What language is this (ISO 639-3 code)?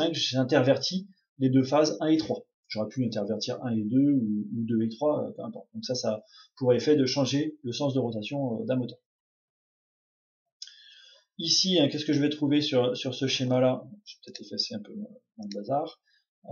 fra